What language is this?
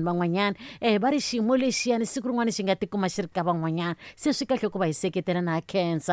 Tsonga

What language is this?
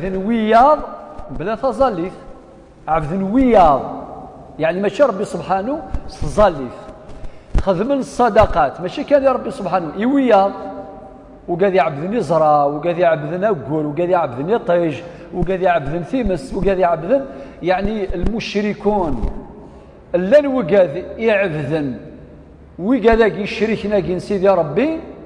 Kabyle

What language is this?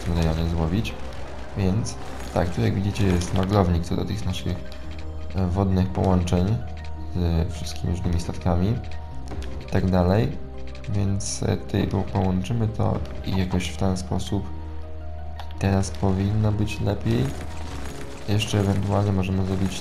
Polish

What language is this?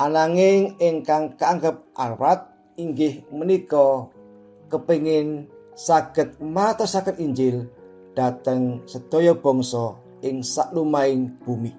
Javanese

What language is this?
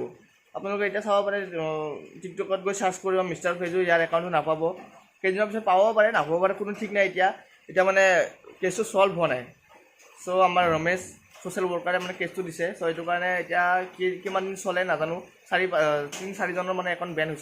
Assamese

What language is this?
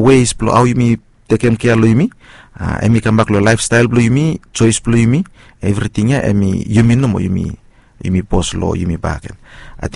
Bislama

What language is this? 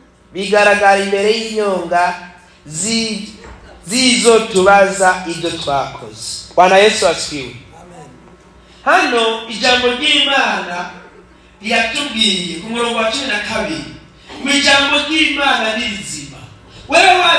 Rundi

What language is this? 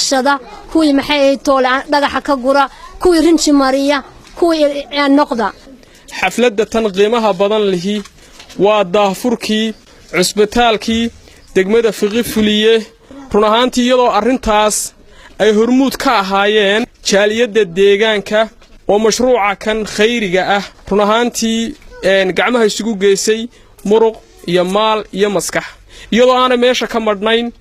Somali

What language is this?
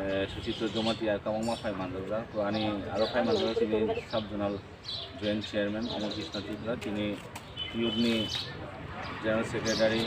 Kok Borok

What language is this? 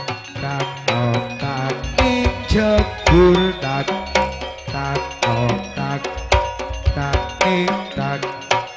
Madurese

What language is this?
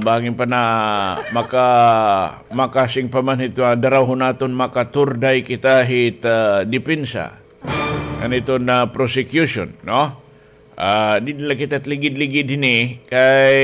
Waray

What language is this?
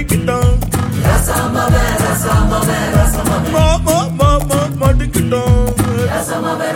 Tamil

